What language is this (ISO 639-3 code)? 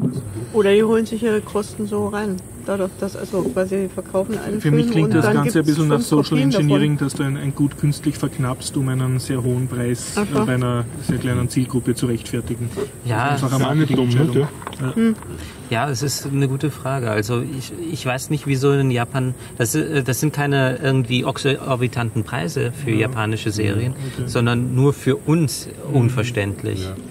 deu